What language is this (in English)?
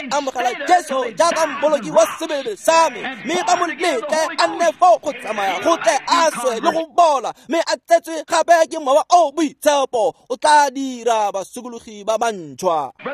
Tswana